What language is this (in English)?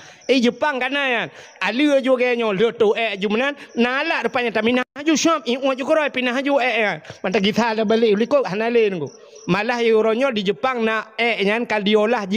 Achinese